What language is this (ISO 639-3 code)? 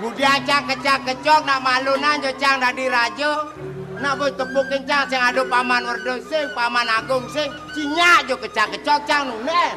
ban